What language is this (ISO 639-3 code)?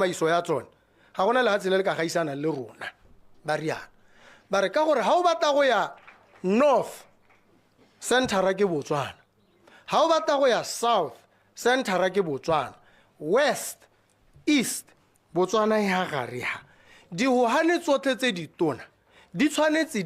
tsn